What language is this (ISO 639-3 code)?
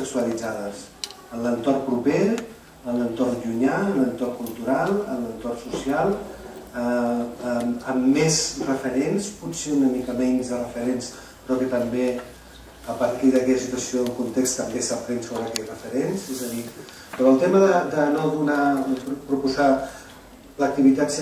cat